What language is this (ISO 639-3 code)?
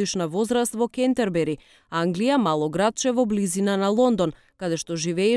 mkd